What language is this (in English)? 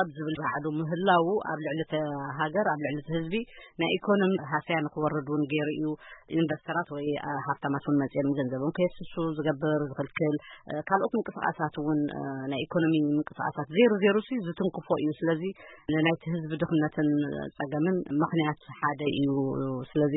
Tigrinya